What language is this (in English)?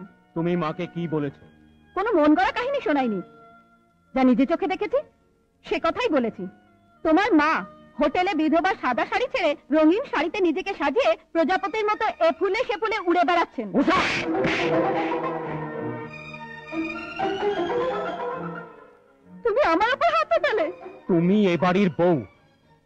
Bangla